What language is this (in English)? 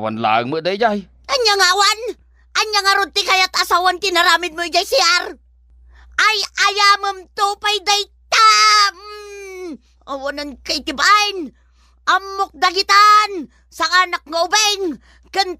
Iloko